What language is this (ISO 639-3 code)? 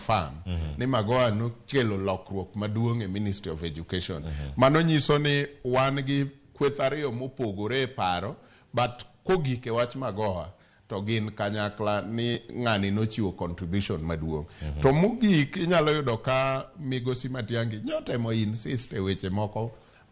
luo